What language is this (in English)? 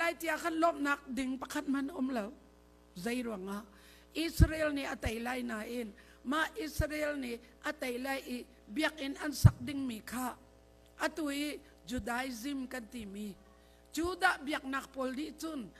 Hakha Chin